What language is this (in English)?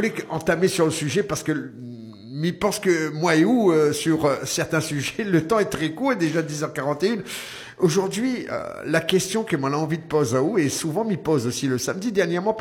French